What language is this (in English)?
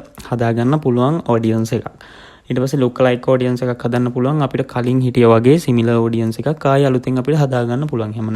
Sinhala